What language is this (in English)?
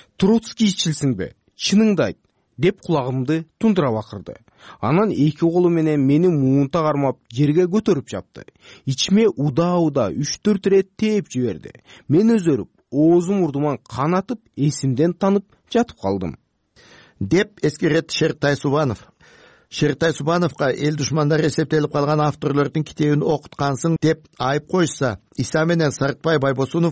Kyrgyz